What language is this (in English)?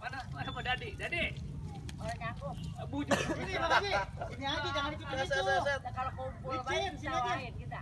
Betawi